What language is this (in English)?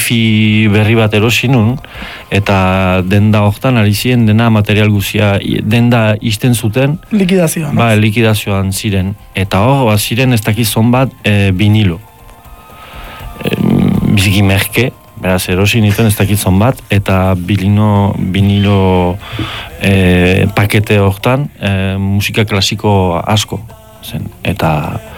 Basque